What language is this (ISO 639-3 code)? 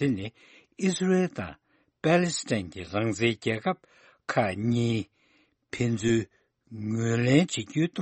bod